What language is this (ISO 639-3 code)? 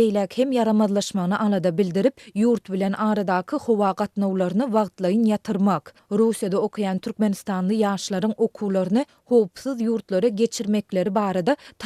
tuk